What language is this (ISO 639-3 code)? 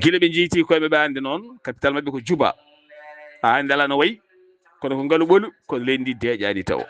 ful